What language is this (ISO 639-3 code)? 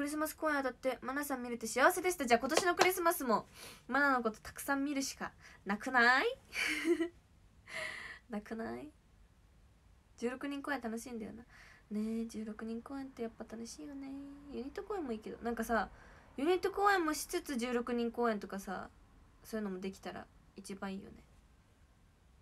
jpn